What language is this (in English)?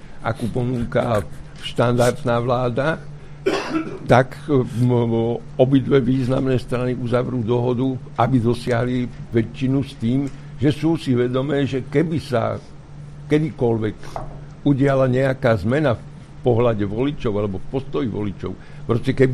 Slovak